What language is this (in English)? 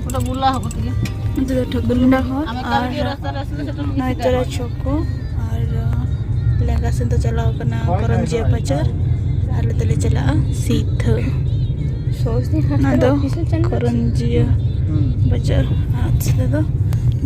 Santali